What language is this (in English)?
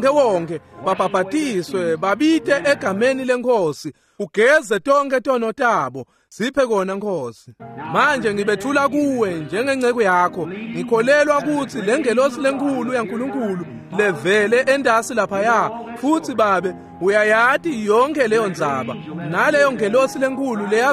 Swati